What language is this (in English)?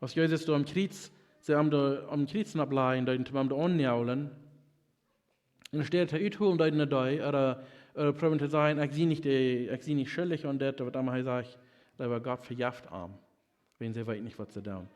Plautdietsch